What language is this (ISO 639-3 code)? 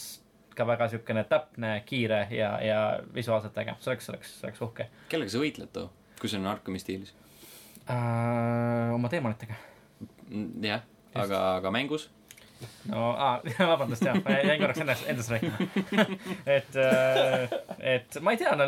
est